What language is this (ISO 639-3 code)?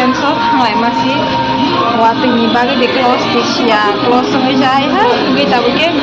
trp